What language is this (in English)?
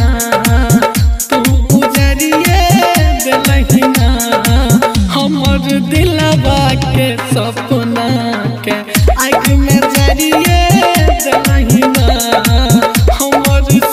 Bhojpuri